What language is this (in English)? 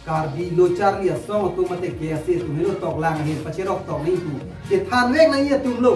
Karbi